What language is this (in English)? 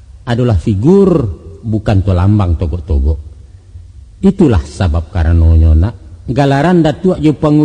Minangkabau